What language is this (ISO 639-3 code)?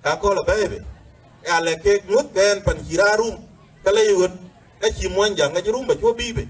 din